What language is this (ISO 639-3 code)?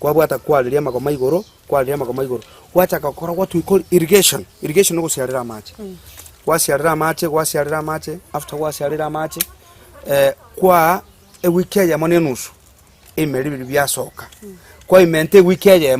guz